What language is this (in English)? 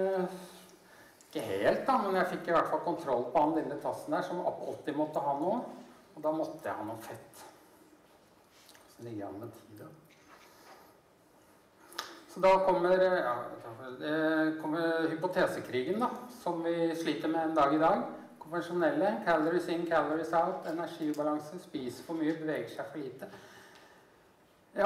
Norwegian